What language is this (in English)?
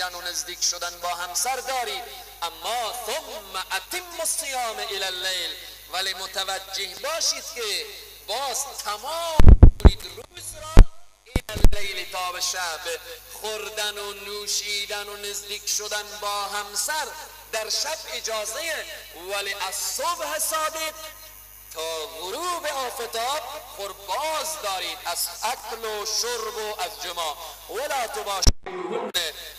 Persian